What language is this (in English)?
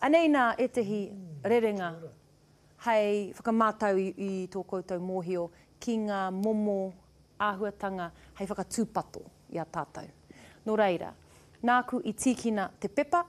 Māori